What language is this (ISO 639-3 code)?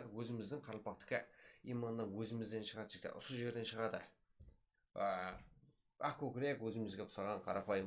kaa